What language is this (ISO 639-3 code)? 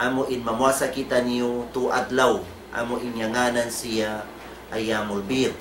tsg